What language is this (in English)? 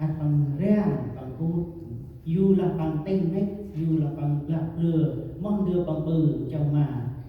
Central Mnong